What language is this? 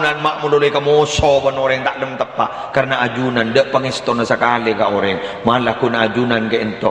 Madurese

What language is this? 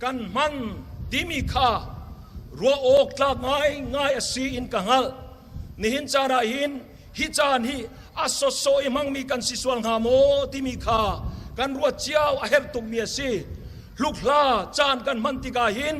Hakha Chin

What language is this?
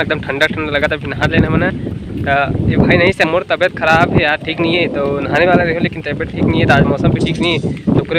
Chhattisgarhi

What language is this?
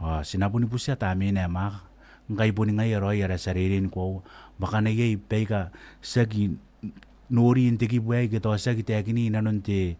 Gilbertese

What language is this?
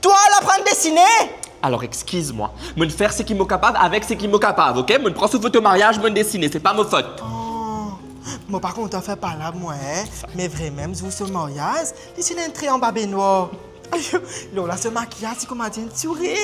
Morisyen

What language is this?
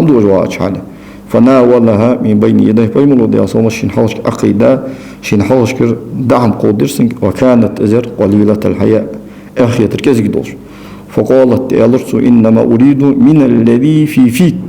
Ingush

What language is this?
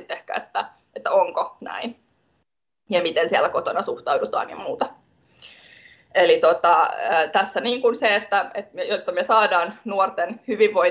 Finnish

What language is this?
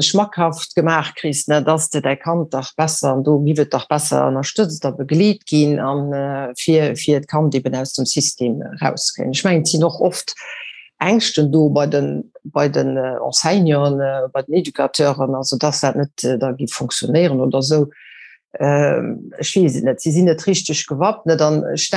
Luxembourgish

